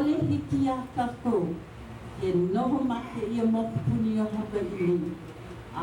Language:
Hawaiian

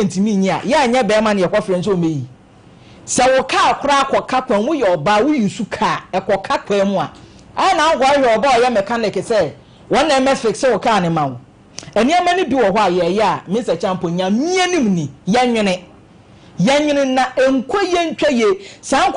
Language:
Akan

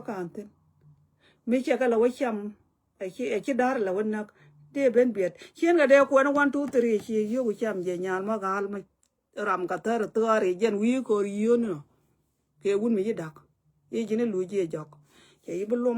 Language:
Nuer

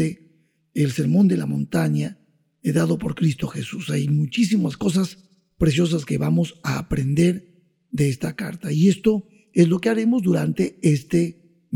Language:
Spanish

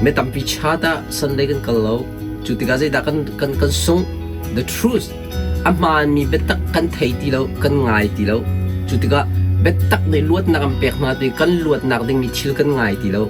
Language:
Hakha Chin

